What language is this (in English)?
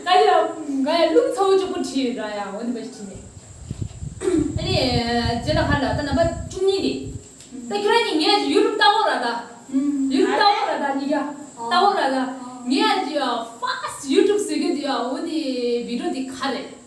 Tibetan